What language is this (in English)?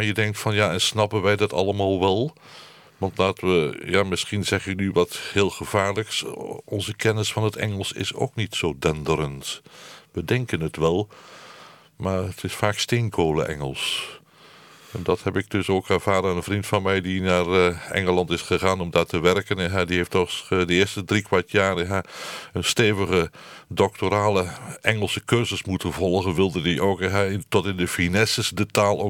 Dutch